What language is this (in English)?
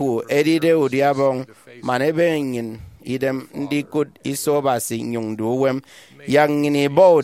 Efik